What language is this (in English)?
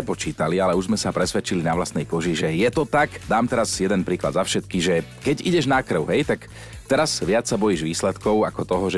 Slovak